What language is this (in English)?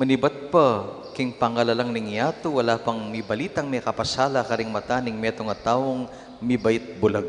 Pampanga